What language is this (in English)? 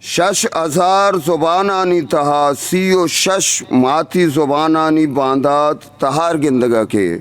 Eastern Balochi